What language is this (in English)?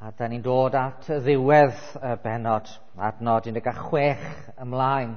Welsh